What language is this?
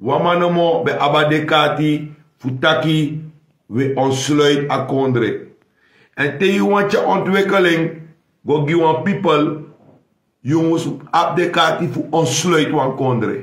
Sranan Tongo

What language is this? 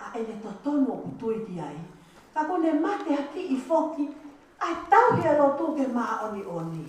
Tongan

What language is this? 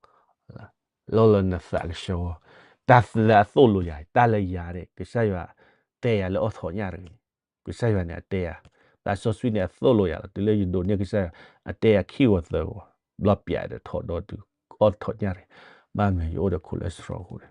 S'gaw Karen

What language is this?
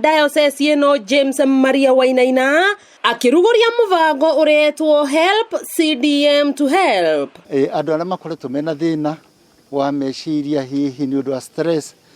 Kikuyu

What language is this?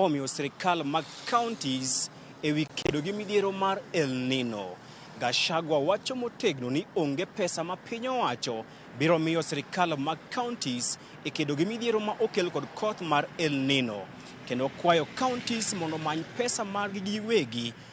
Luo (Kenya and Tanzania)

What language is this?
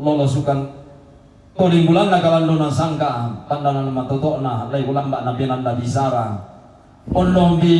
Toraja-Sa'dan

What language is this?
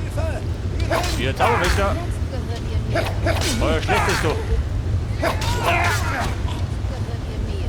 Bavarian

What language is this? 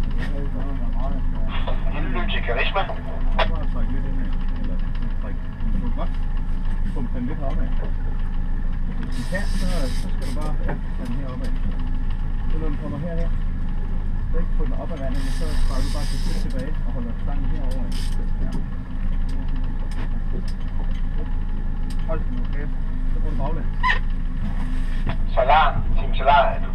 Danish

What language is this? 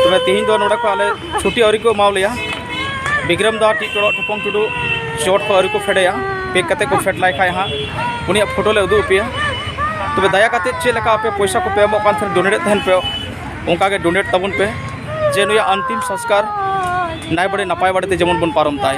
Santali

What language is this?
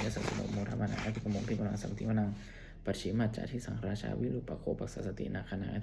Pali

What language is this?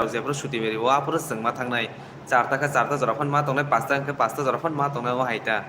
Kok Borok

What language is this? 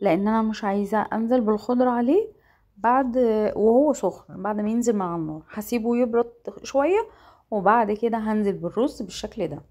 Egyptian Arabic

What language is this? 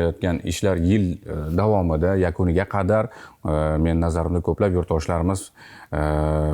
Uzbek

